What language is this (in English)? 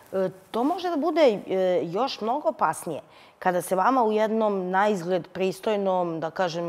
Serbian